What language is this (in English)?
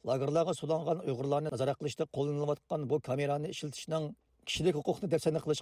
Uyghur